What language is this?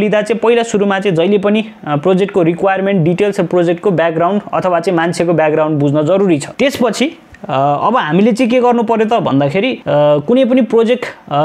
Nepali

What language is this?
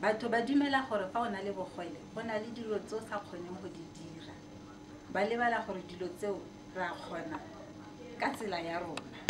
Tswana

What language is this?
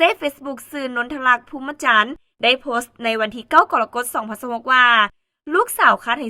Lao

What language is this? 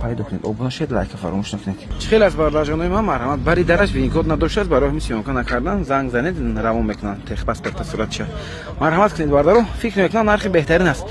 Tajik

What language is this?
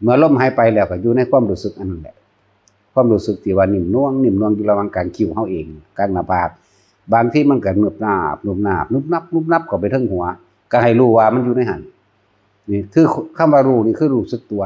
Northeastern Thai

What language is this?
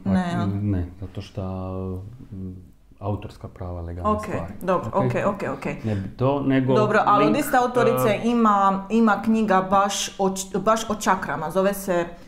Croatian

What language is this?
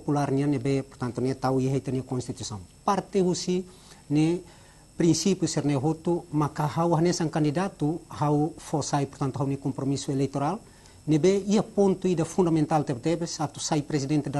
Tetum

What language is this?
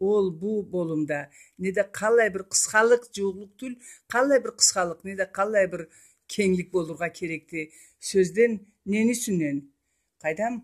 Karachay-Balkar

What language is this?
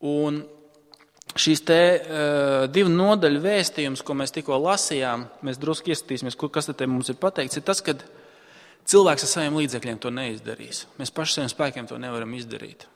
Latvian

